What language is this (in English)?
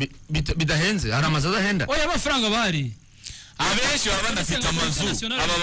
Kinyarwanda